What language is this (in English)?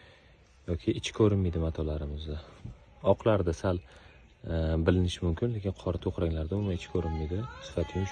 Uzbek